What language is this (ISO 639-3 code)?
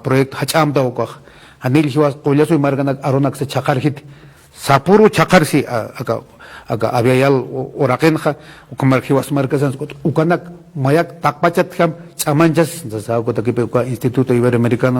aym